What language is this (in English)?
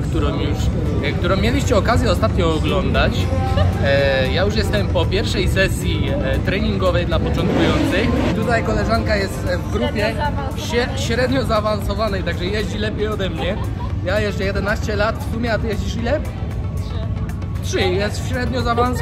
Polish